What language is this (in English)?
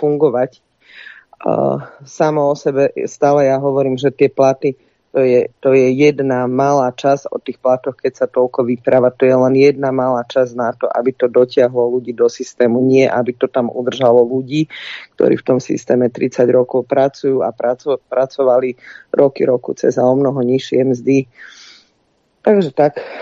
Slovak